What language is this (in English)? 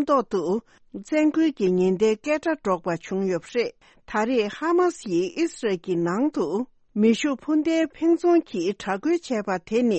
Tibetan